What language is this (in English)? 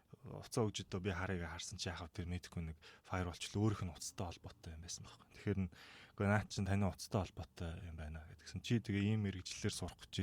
Mongolian